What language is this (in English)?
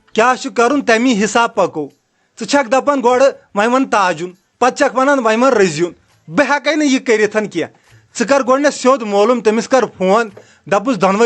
Kashmiri